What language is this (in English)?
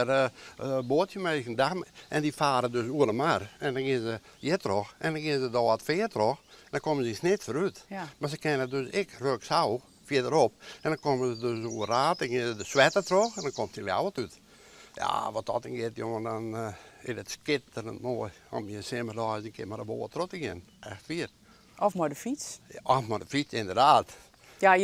Western Frisian